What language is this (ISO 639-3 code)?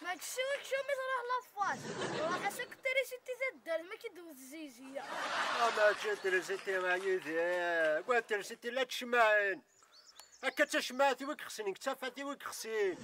kab